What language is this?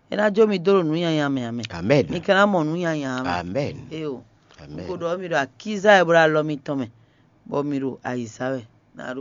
Fon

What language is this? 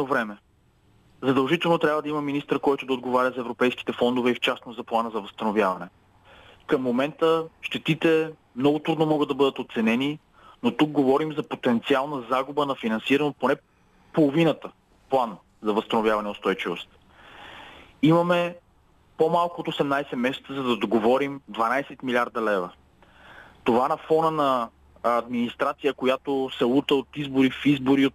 Bulgarian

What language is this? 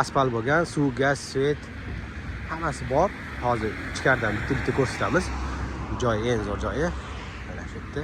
Uzbek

